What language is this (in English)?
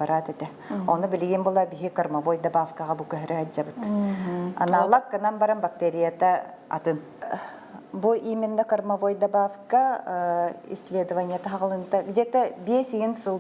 Yakut